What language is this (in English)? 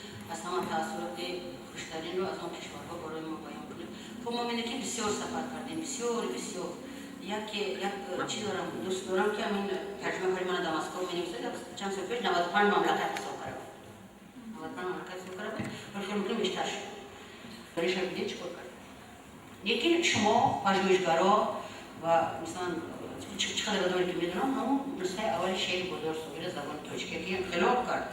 Tajik